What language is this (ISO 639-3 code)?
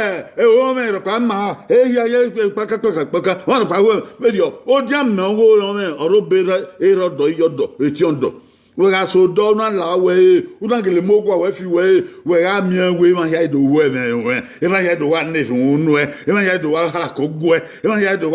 bin